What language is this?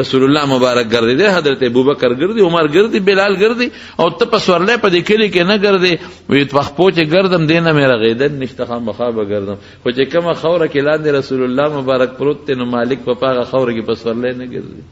Pashto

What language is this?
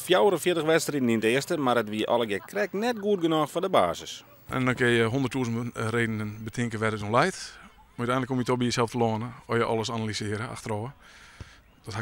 Western Frisian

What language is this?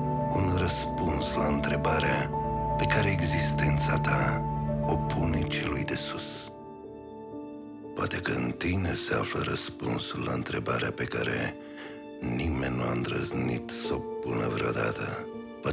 Romanian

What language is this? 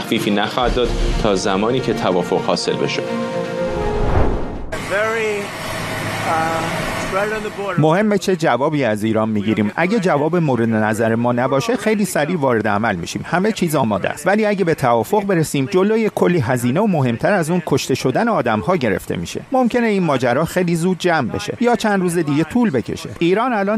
Persian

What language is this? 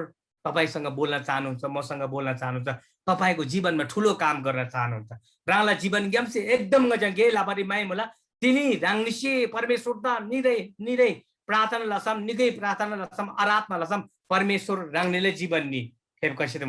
Eastern Tamang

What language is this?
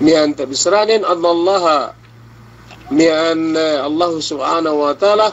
Yakan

